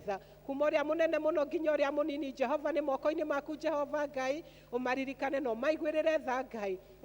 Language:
Kikuyu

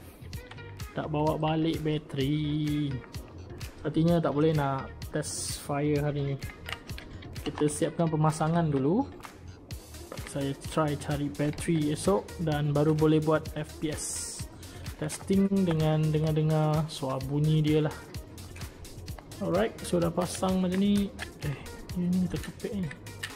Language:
Malay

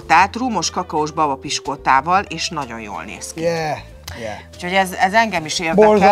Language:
Hungarian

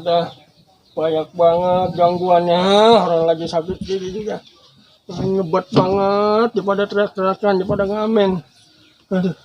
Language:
Betawi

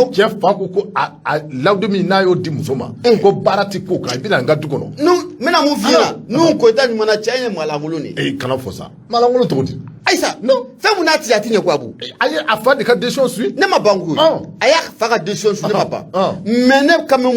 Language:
Bambara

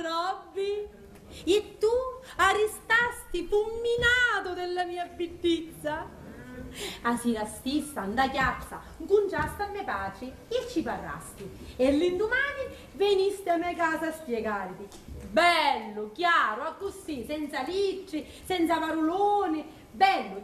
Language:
Sicilian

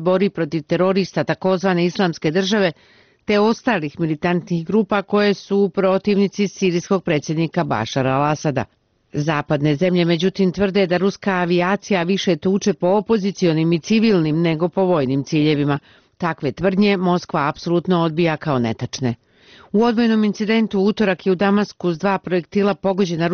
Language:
Bosnian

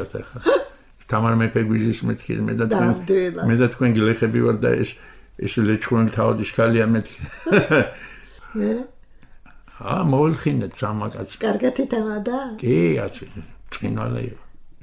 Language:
Georgian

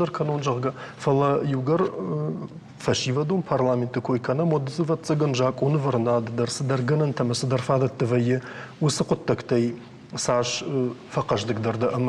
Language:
Ossetic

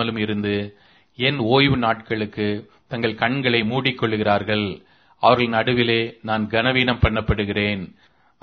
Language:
Tamil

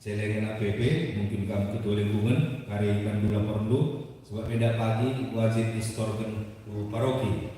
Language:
Batak Karo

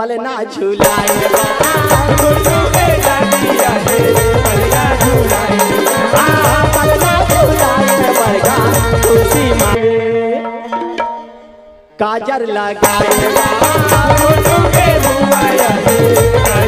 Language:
Bhojpuri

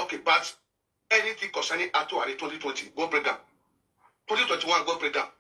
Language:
Nigerian Pidgin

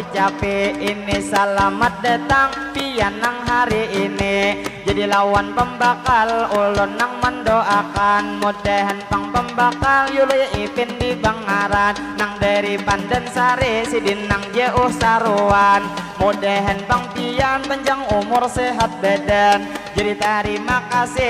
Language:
Banjar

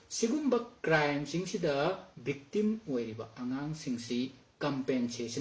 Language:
Manipuri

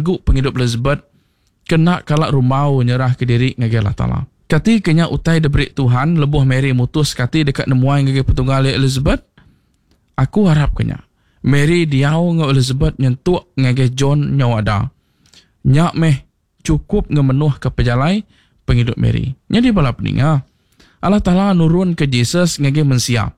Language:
Iban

